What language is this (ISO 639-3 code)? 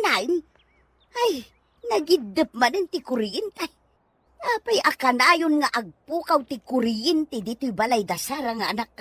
ilo